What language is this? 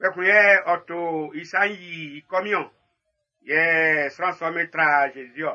Baoulé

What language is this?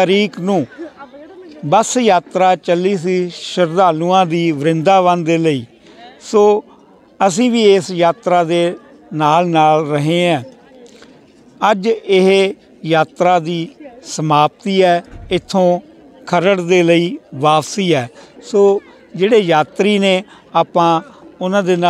Punjabi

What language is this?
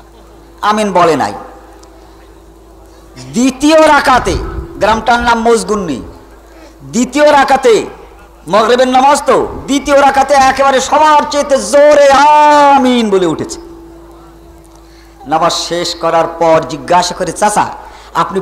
Bangla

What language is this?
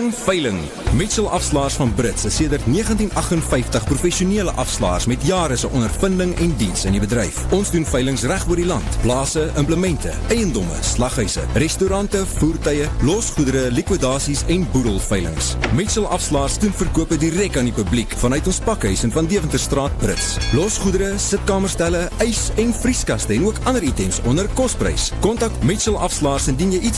Afrikaans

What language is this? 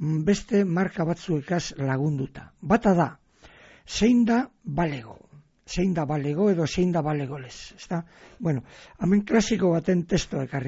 Basque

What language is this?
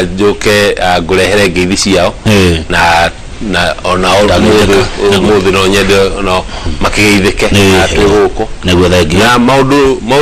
Kikuyu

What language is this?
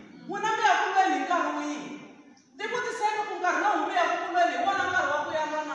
Tsonga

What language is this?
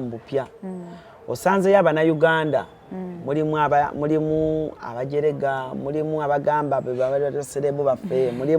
Ganda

